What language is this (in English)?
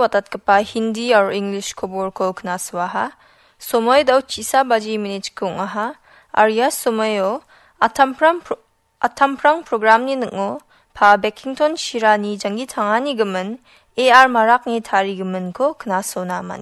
Garo